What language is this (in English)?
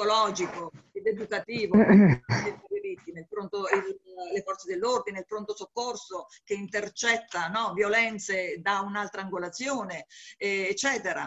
Italian